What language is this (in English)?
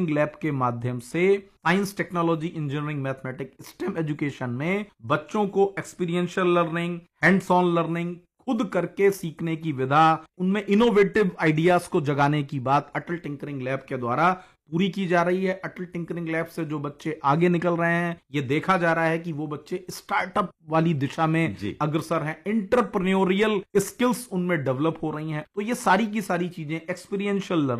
Hindi